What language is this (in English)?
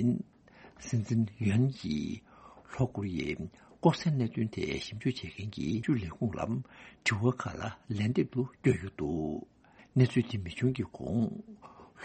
Tibetan